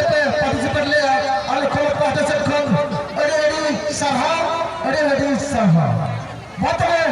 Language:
Santali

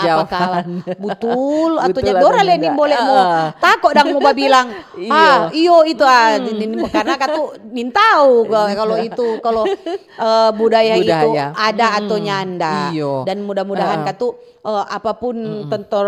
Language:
Manado Malay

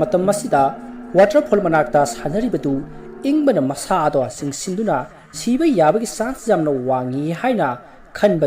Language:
Manipuri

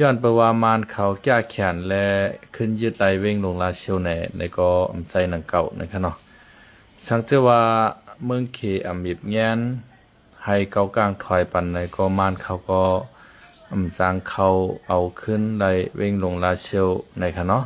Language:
Shan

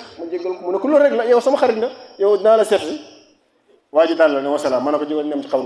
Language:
Wolof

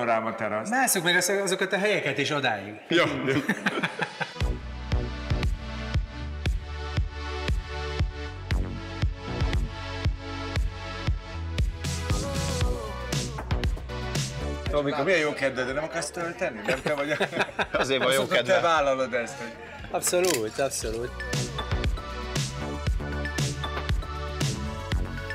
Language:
Hungarian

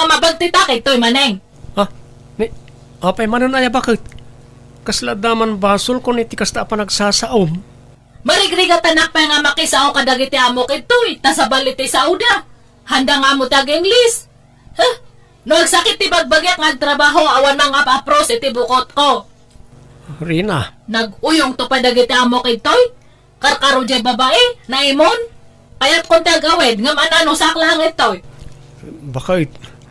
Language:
Iloko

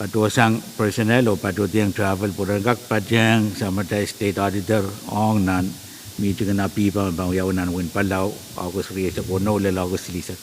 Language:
Pohnpeian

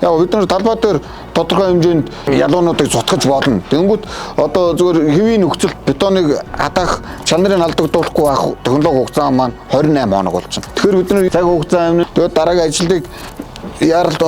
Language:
Mongolian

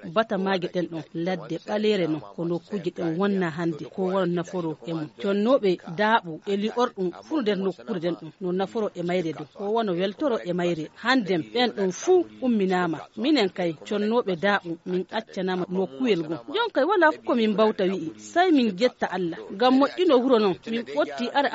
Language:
Nigerian Fulfulde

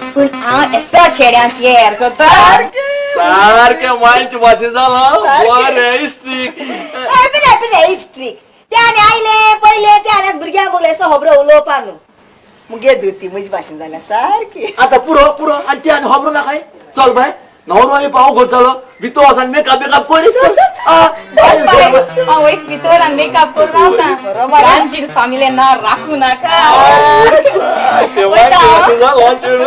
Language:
Konkani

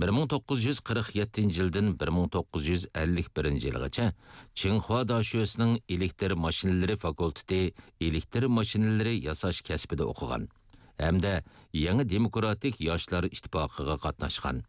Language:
Uyghur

